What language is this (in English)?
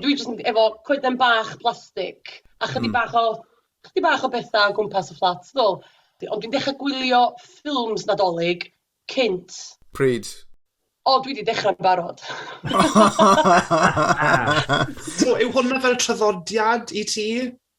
Welsh